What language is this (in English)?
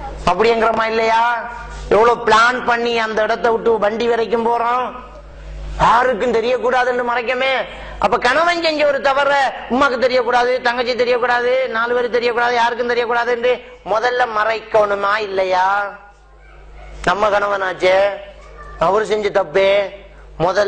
Tamil